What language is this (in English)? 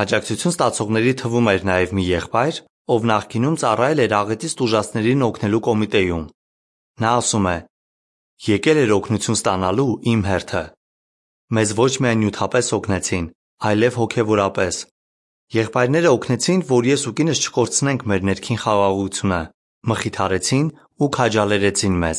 Armenian